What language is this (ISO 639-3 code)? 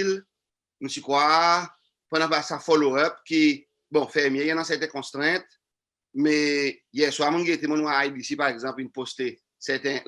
crs